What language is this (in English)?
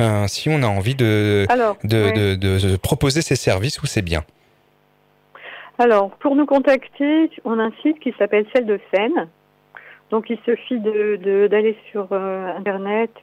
French